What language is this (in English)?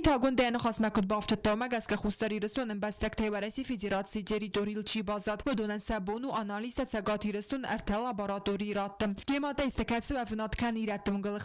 Ossetic